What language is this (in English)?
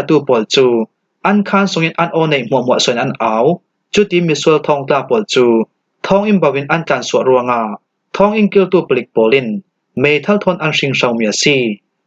Falam Chin